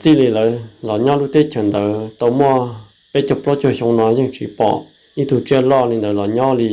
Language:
Hmong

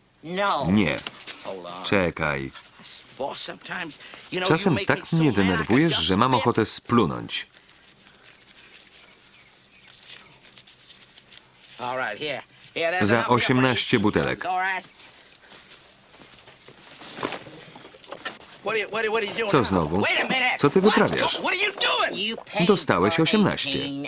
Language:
Polish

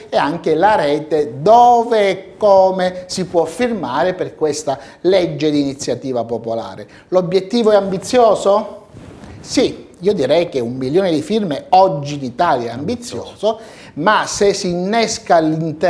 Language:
Italian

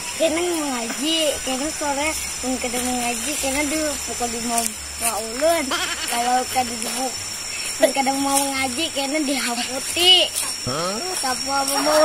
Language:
Banjar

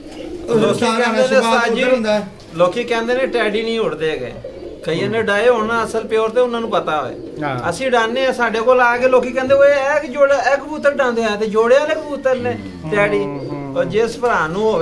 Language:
Punjabi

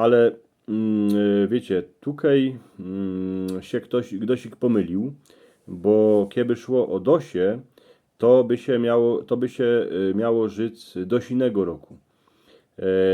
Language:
Silesian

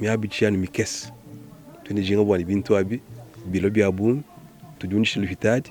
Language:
Luba-Lulua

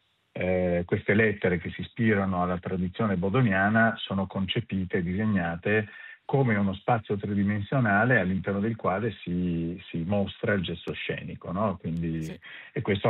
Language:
Italian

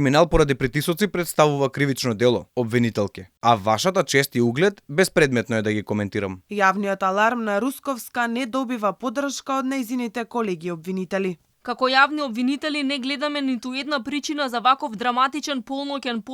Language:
Macedonian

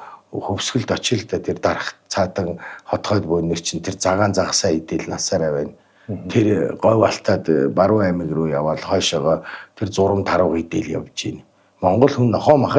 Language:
Mongolian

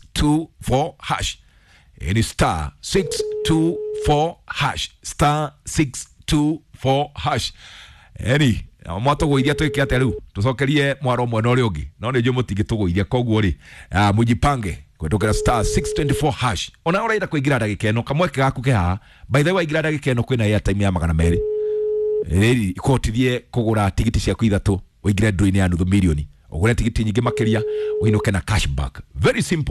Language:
Kikuyu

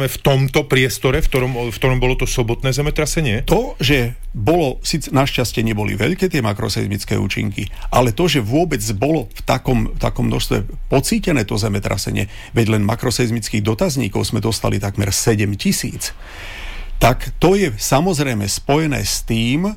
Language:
Slovak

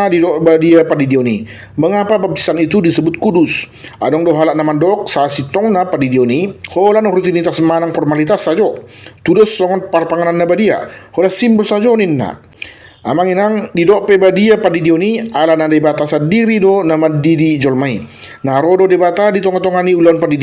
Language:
Batak Toba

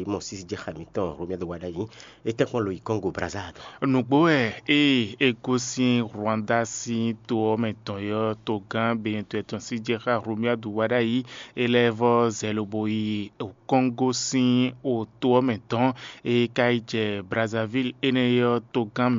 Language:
Fon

